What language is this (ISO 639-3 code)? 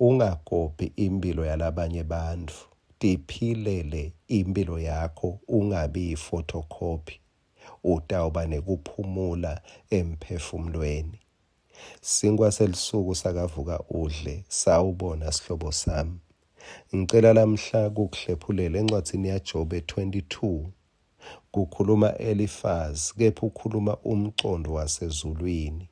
ssw